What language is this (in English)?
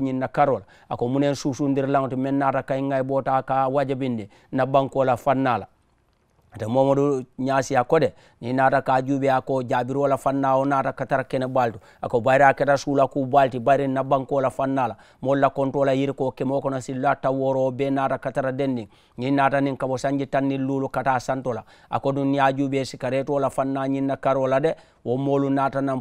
Mandingo